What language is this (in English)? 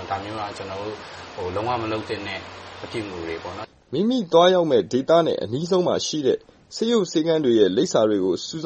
Burmese